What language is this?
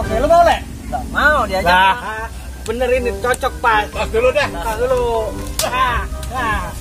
Betawi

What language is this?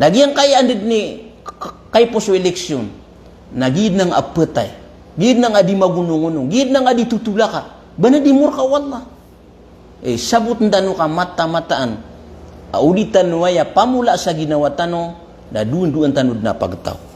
Maranao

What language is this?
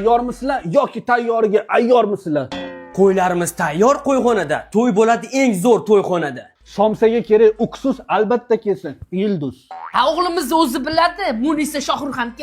Uzbek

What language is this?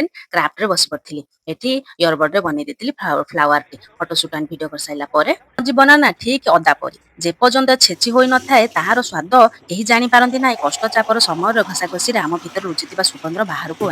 Odia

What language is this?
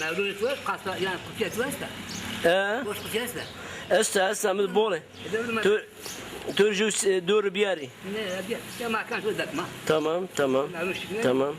Zaza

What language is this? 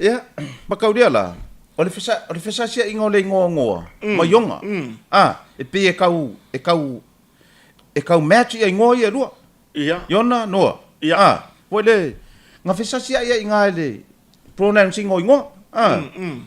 Samoan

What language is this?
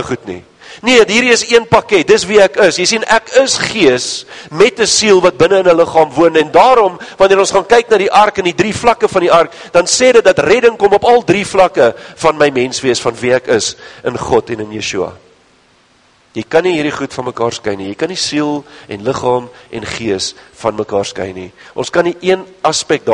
Afrikaans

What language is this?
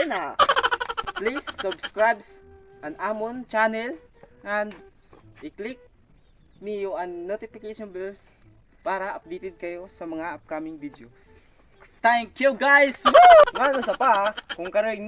Waray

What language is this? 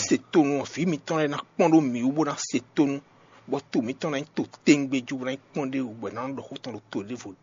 Fon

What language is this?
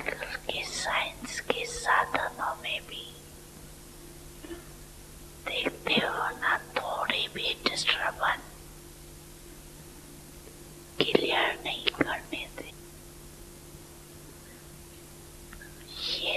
Hindi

